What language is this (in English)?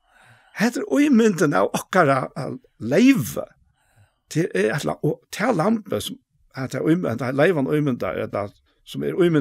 Faroese